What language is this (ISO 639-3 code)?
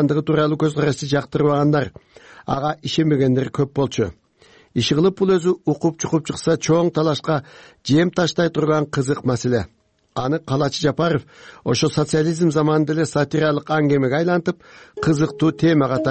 kir